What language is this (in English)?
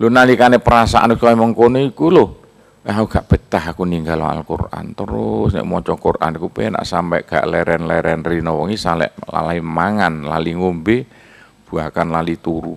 Javanese